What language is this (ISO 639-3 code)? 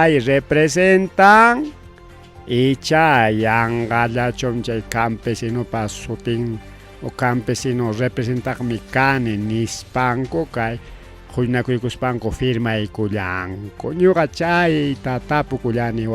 quy